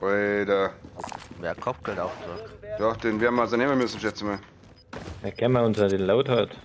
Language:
Bavarian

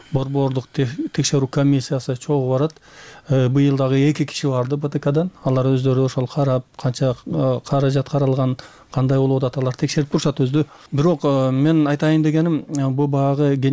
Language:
Kyrgyz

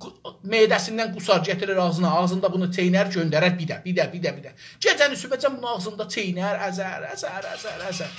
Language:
South Azerbaijani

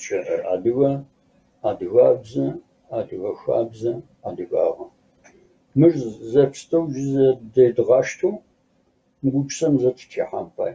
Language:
Kabardian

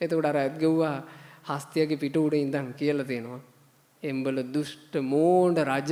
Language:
Sinhala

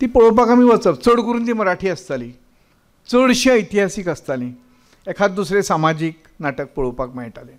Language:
Konkani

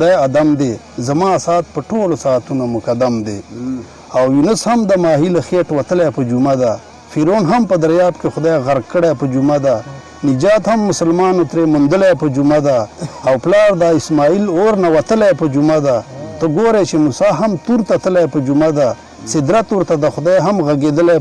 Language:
Pashto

